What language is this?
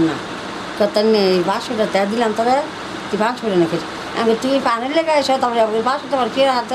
Bangla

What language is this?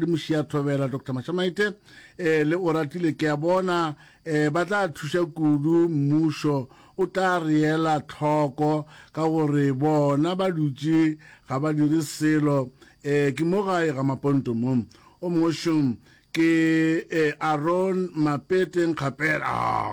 Northern Sotho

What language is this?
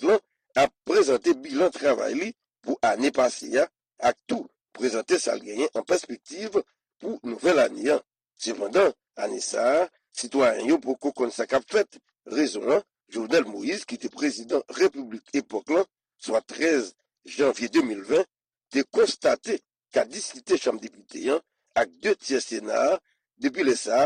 Haitian Creole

